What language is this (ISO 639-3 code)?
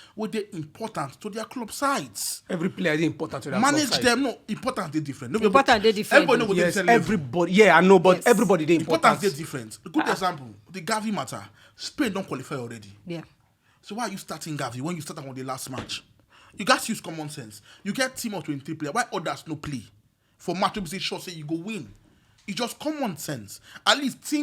pcm